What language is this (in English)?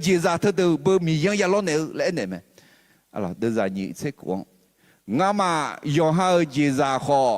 Akha